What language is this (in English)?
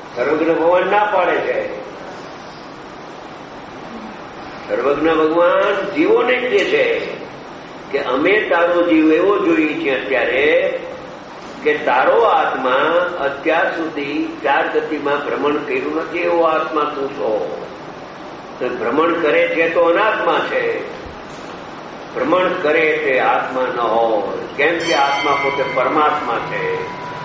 Gujarati